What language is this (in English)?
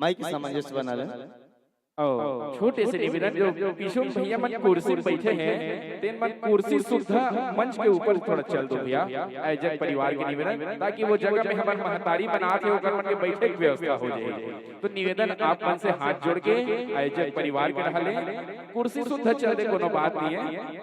Chhattisgarhi